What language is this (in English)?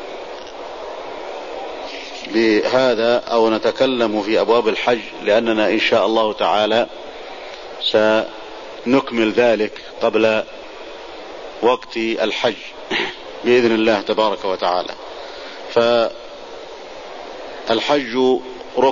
Arabic